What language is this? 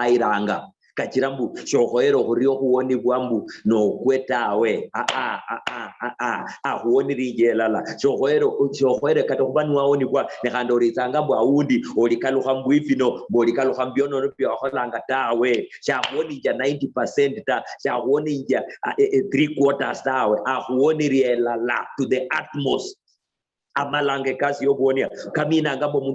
Luyia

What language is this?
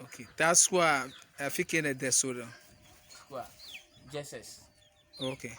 Ewe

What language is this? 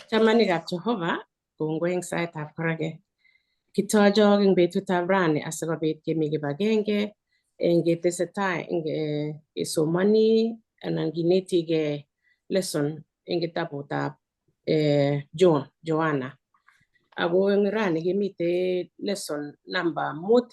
Kalenjin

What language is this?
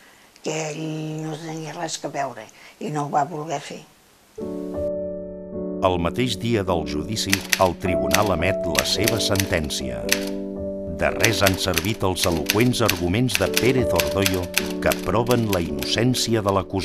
Catalan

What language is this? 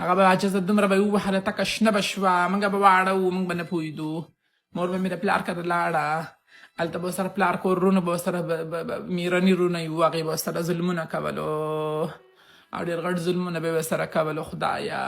Pashto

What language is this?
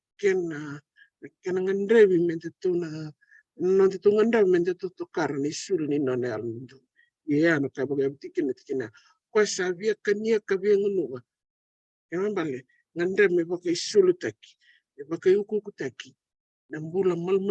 Fijian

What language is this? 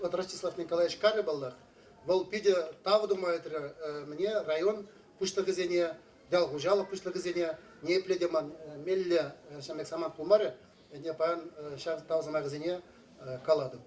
Chuvash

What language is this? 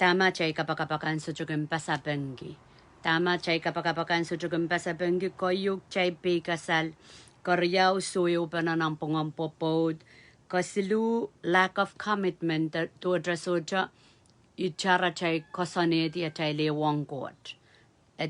Pohnpeian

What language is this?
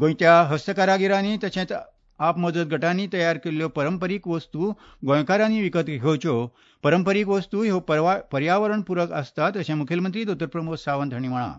Konkani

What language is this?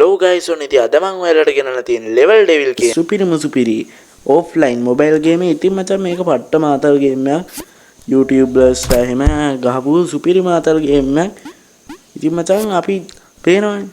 Sinhala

